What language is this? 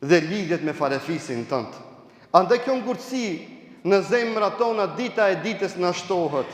Albanian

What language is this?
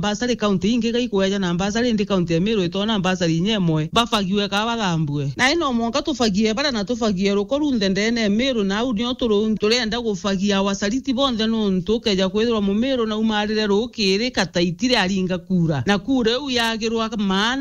Meru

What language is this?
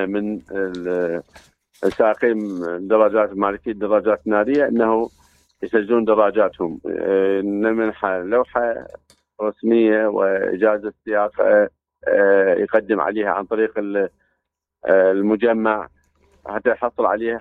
Mesopotamian Arabic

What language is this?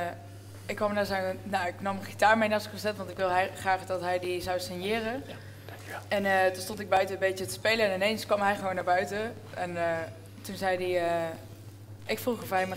Dutch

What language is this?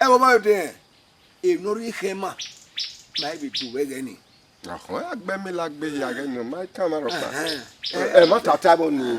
Bini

